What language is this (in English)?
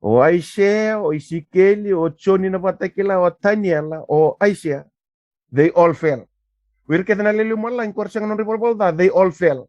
Fijian